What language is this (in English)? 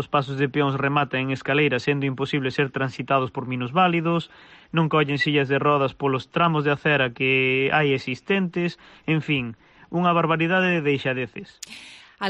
Galician